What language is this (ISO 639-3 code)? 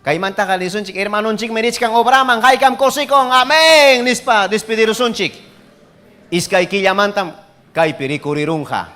quy